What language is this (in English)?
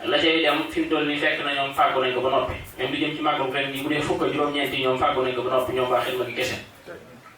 Wolof